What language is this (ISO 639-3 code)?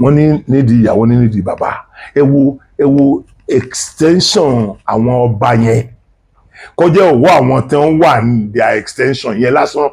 yor